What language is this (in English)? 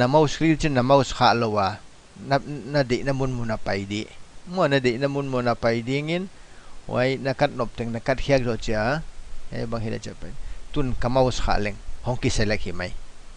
Paite Chin